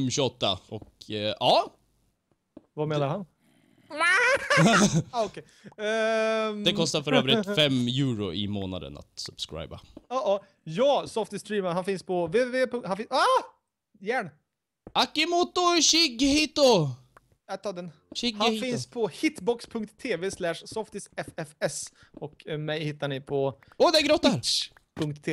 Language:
Swedish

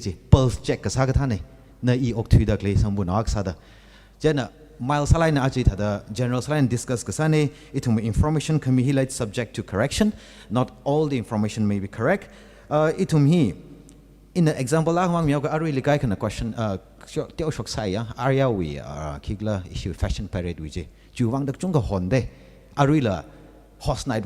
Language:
Tangkhul Naga (India)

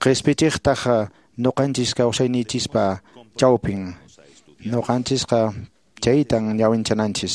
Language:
Quechua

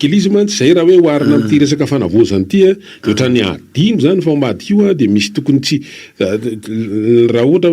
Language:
Malagasy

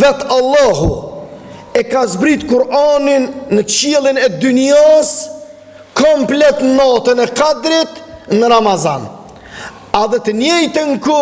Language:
Albanian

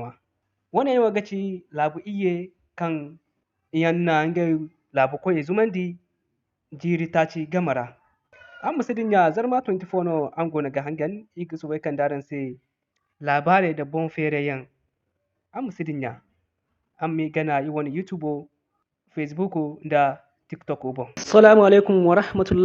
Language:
Zarma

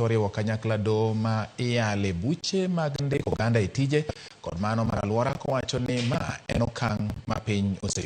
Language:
Luo (Kenya and Tanzania)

